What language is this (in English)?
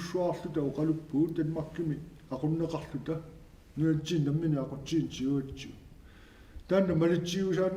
Kalaallisut